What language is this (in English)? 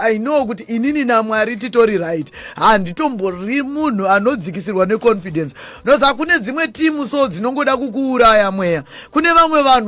Shona